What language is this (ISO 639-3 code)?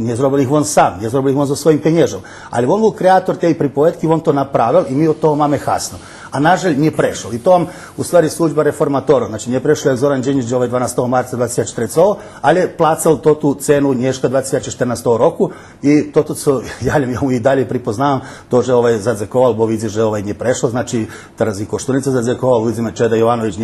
rue